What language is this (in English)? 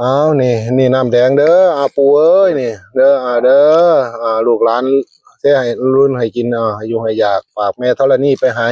Northeastern Thai